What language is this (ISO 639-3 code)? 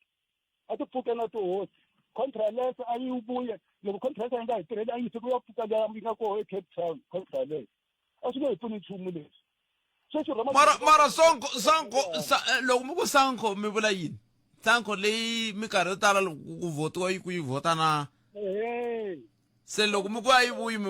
tso